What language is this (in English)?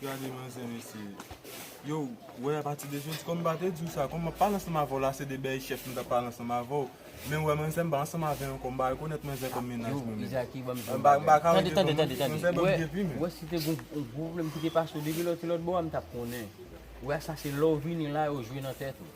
Haitian Creole